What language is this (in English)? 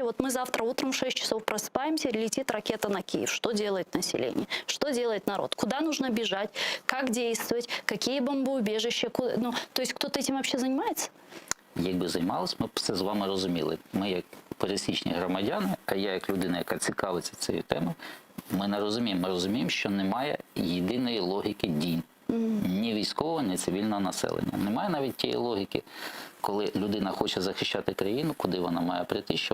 Crimean Tatar